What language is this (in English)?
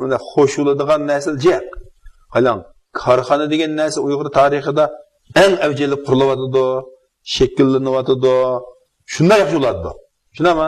Uyghur